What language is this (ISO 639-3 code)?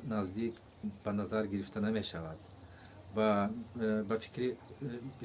tgk